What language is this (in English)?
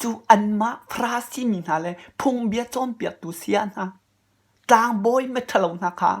Hakha Chin